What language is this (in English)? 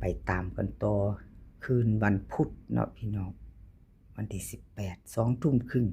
Northeastern Thai